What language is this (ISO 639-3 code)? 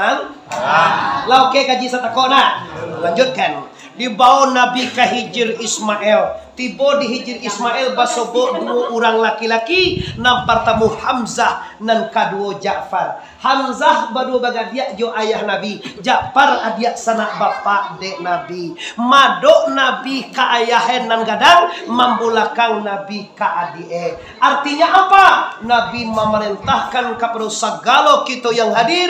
min